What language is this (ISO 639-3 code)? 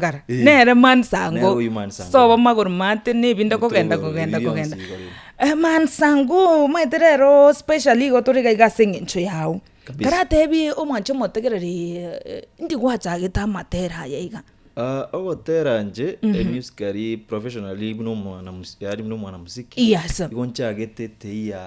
guz